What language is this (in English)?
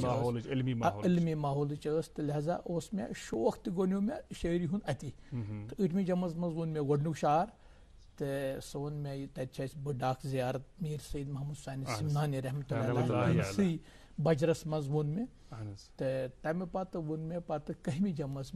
Kashmiri